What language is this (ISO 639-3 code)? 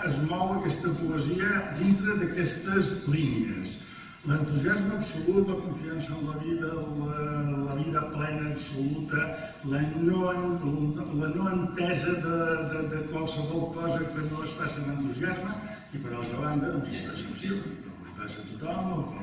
cat